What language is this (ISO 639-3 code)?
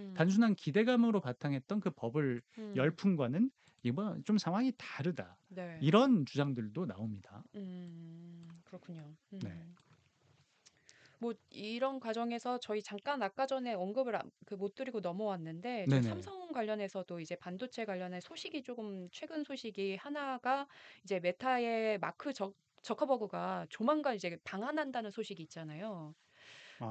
kor